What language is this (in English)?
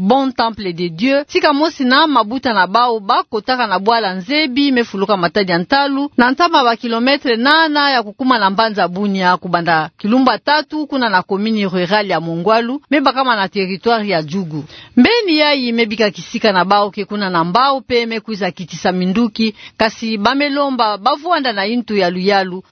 Kituba (Democratic Republic of Congo)